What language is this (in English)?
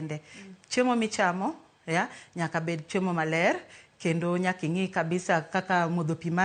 Luo (Kenya and Tanzania)